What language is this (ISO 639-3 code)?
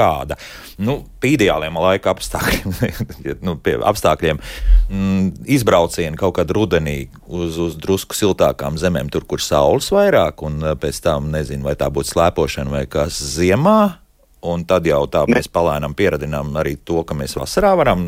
lav